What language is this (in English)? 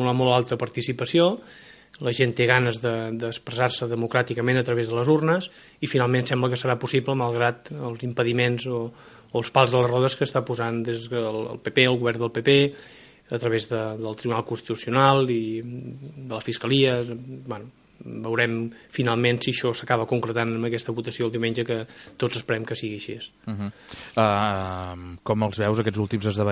Catalan